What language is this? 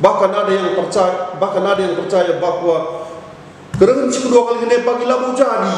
Batak Karo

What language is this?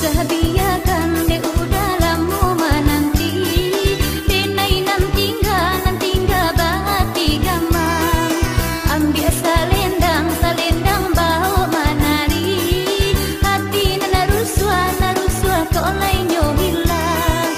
Minangkabau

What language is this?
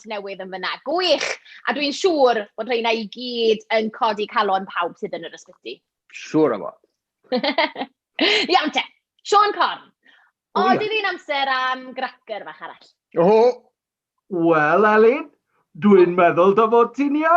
Welsh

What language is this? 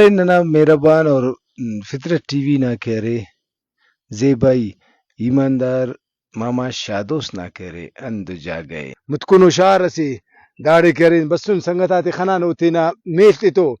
Brahui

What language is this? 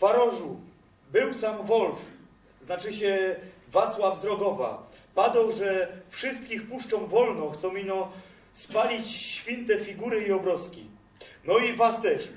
Silesian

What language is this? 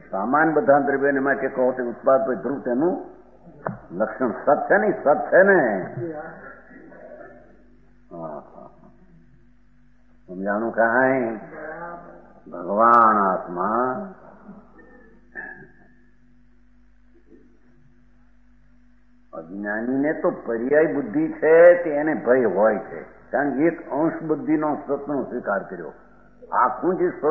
Gujarati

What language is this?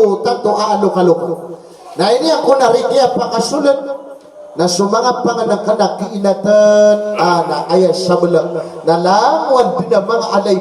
Maranao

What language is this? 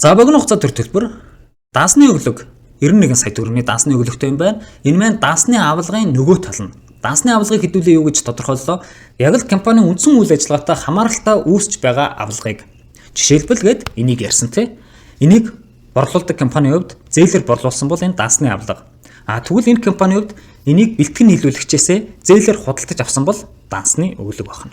Mongolian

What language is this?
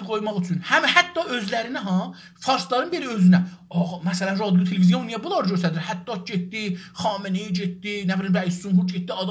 South Azerbaijani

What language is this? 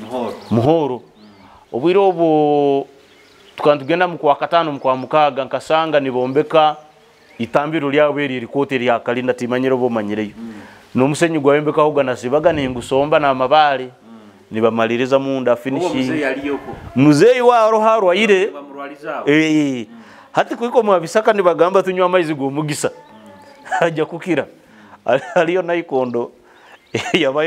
Nyoro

